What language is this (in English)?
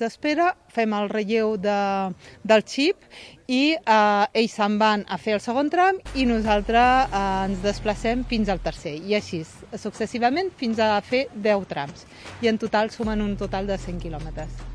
Catalan